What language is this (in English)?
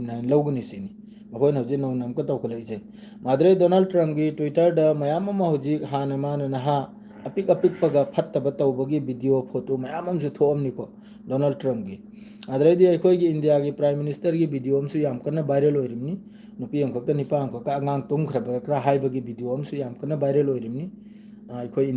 Manipuri